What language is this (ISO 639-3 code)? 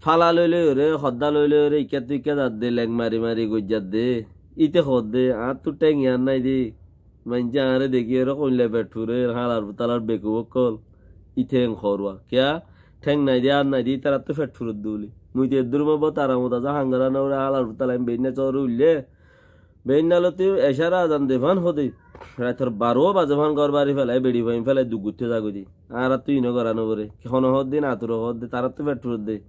rhg